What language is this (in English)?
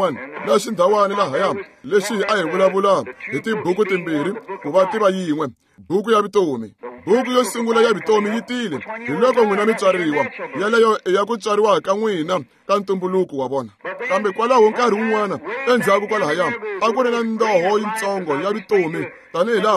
Tsonga